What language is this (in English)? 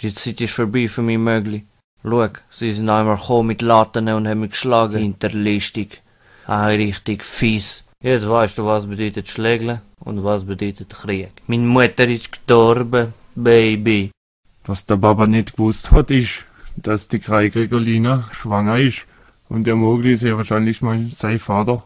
Swiss German